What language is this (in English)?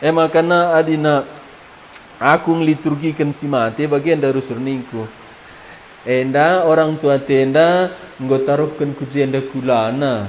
Batak Karo